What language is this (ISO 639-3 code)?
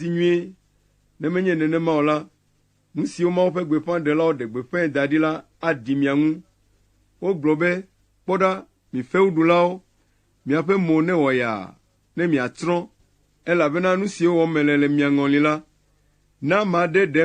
ewe